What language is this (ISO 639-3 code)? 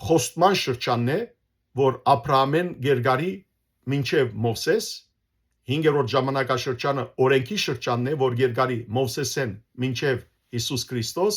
hyw